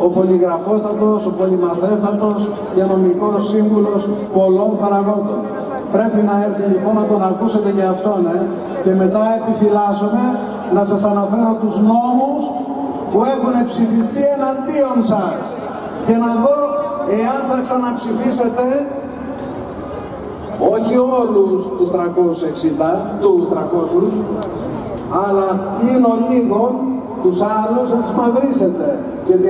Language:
Greek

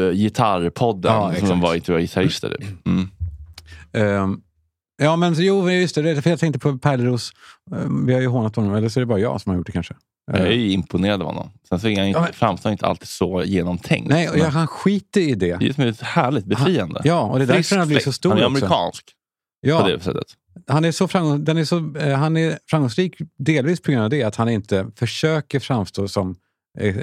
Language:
Swedish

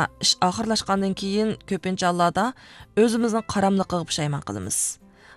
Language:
Uyghur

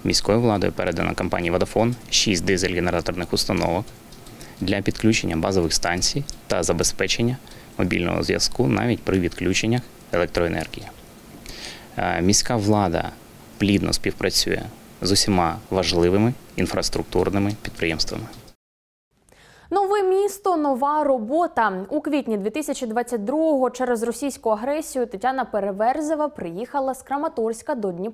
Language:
Ukrainian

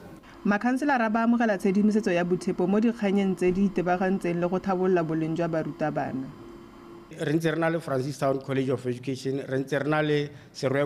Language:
Tswana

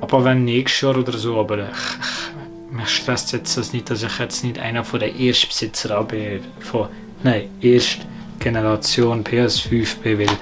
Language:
Swiss German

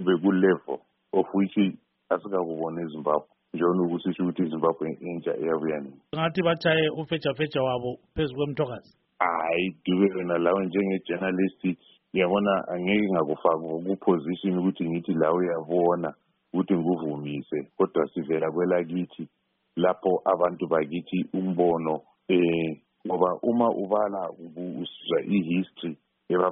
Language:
North Ndebele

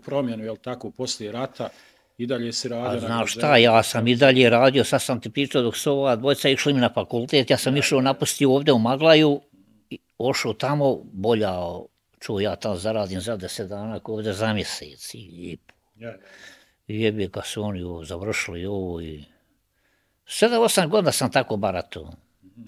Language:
Bosnian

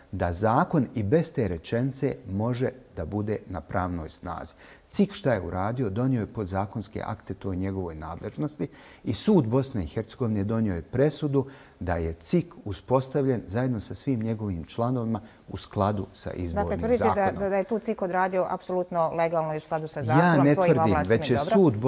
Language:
Bosnian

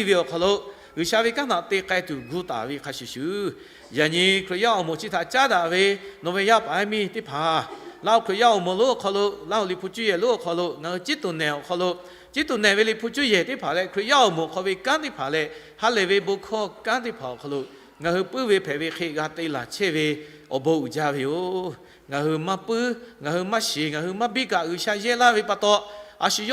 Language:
Lahu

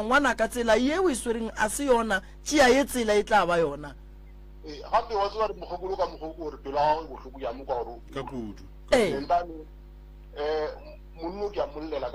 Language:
Northern Sotho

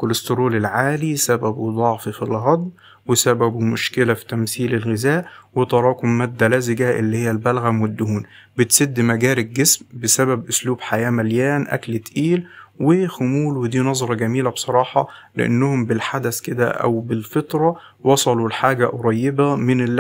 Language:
Egyptian Arabic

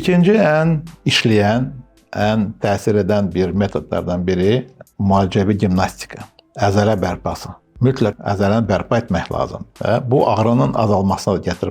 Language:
Azerbaijani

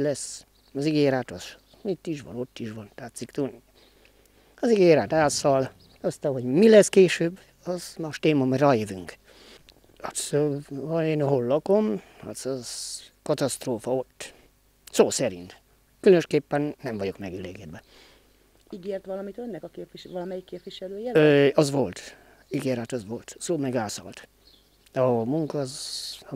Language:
Hungarian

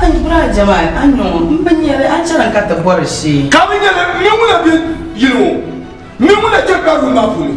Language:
Dagbani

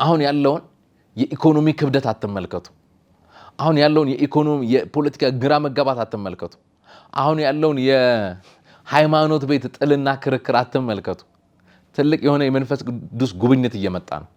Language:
Amharic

